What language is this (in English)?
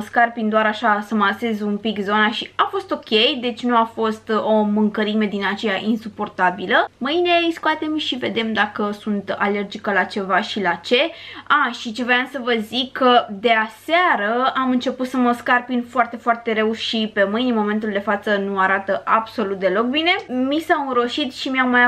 Romanian